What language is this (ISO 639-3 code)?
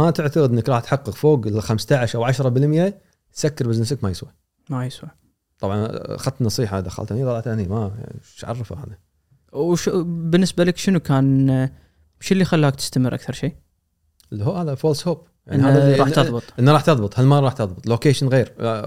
afb